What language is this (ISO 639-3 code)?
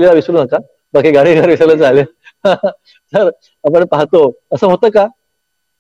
mar